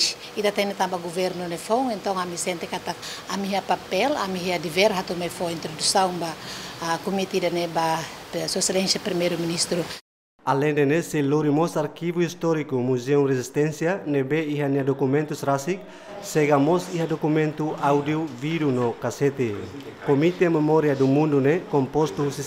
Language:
Tetum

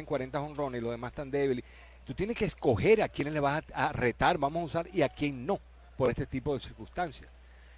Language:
Spanish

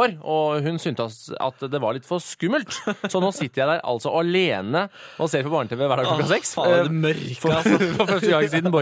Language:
Norwegian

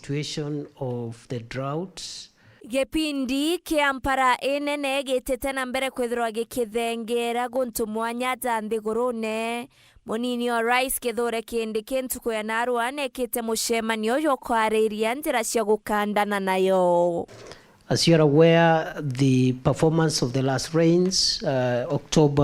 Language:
Meru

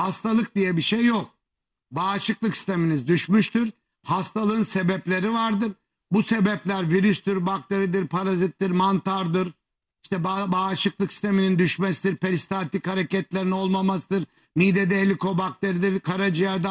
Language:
Turkish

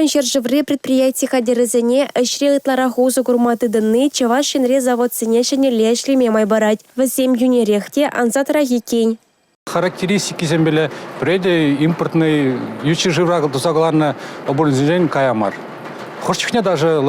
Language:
Chuvash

